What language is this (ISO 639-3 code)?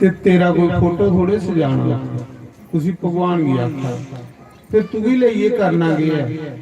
doi